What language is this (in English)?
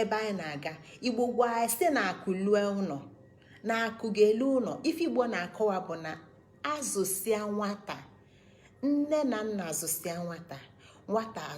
Igbo